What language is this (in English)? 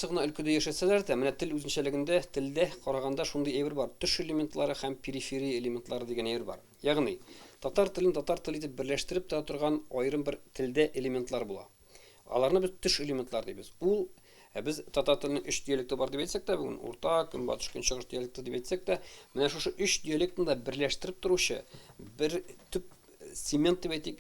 Tatar